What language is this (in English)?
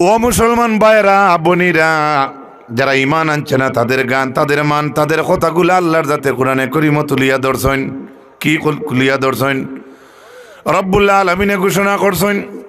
Sylheti